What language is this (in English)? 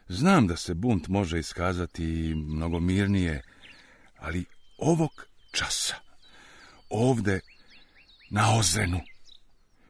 Serbian